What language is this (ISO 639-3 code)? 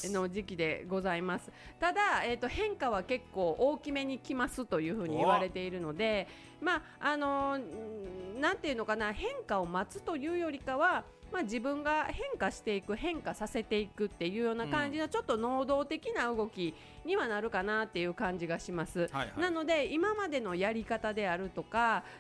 jpn